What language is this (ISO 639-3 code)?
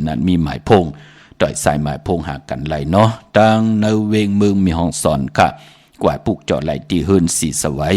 shn